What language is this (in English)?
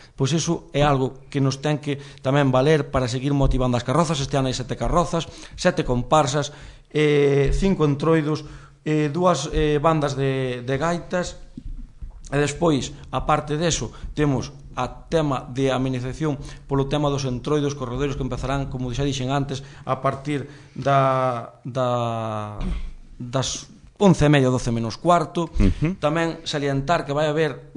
Galician